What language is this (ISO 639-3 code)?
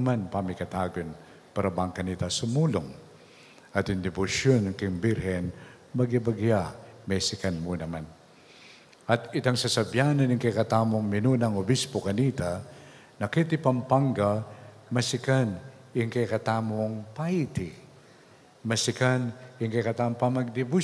pam